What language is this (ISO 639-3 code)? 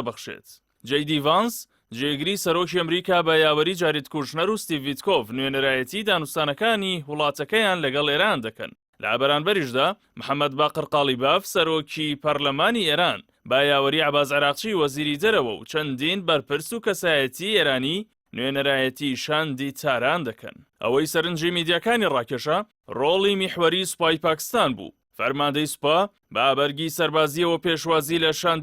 ckb